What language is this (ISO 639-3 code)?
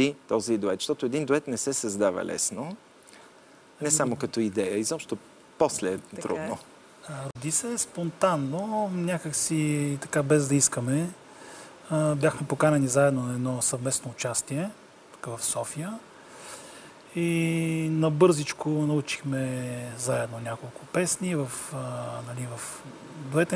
bul